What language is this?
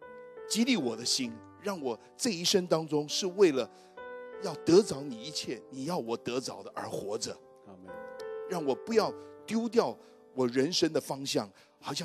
Chinese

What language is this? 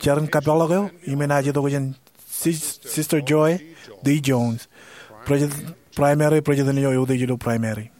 Marshallese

